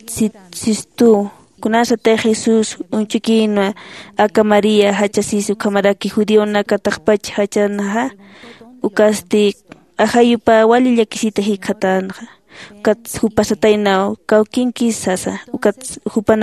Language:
Aymara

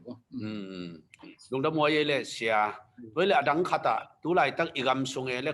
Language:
Tedim Chin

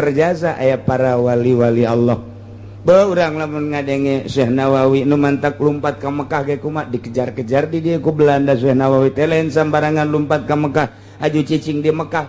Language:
Sundanese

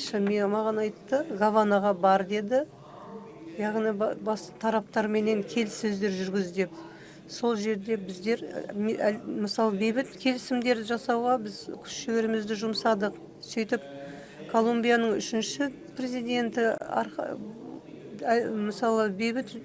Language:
Kazakh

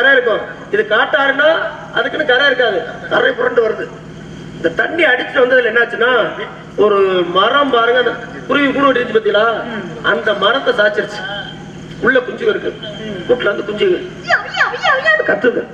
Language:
Tamil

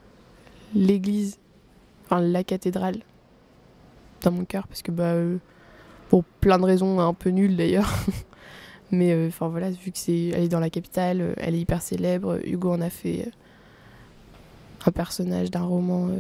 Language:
French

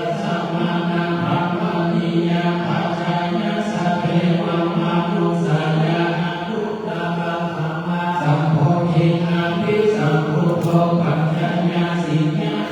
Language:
Pali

